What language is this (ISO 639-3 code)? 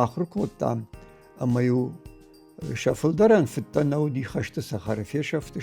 oss